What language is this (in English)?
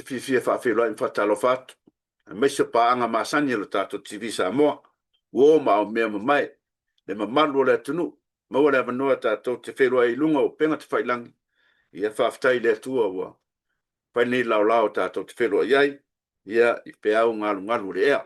Samoan